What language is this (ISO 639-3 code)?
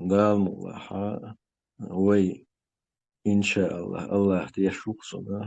che